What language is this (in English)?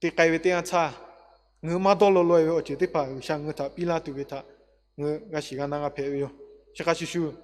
Lahu